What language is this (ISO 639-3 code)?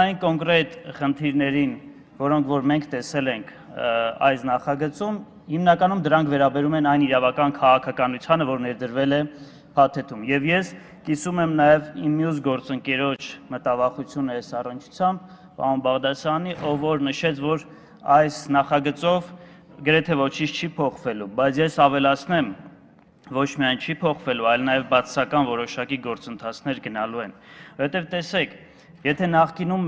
hye